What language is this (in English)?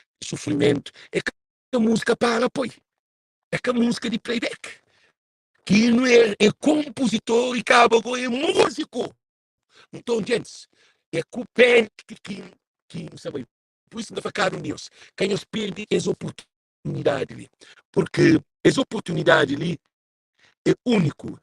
Kabuverdianu